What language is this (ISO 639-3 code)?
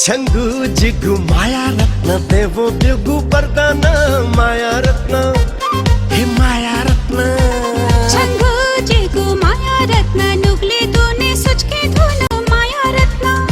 new